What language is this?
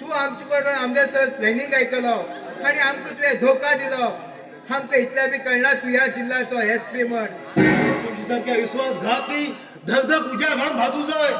Konkani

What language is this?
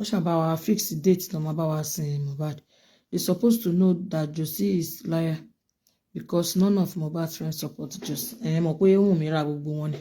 Yoruba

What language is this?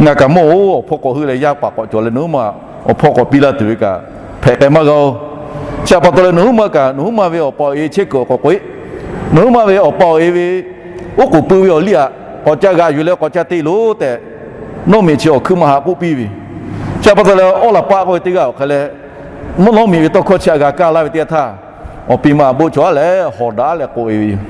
Lahu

